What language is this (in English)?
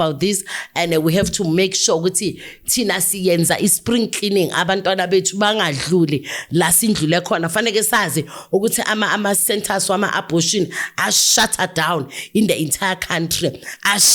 Zulu